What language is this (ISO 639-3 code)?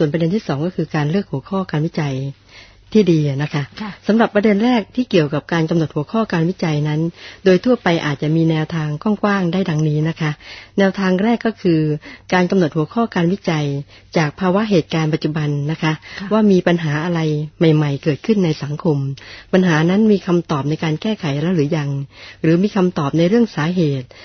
tha